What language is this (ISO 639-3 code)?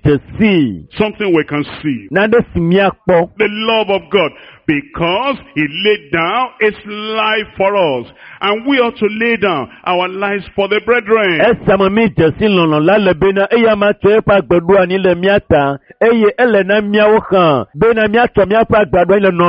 ewe